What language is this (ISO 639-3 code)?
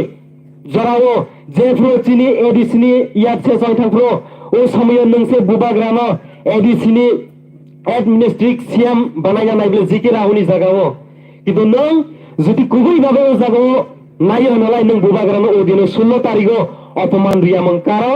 trp